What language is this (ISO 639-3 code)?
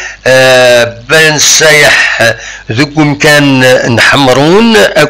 kab